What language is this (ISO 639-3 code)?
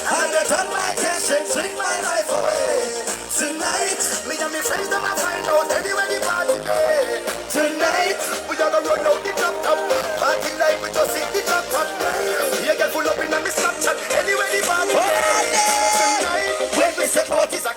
jam